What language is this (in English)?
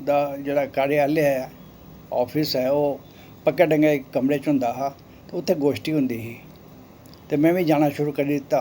Dogri